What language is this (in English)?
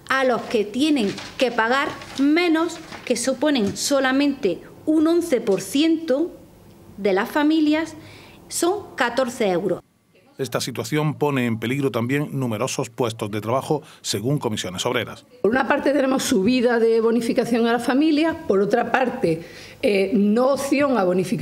Spanish